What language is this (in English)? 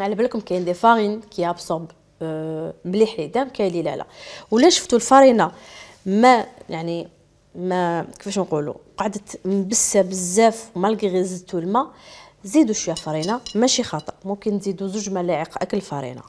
Algerian Arabic